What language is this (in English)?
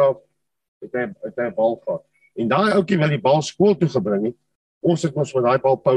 Afrikaans